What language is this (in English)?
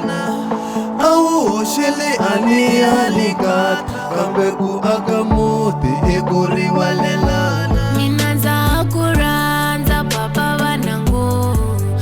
Tsonga